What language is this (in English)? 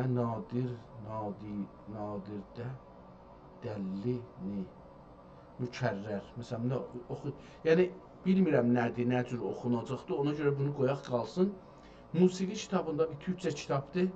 South Azerbaijani